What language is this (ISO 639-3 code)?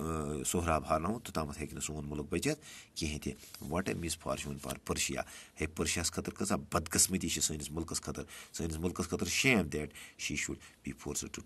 kas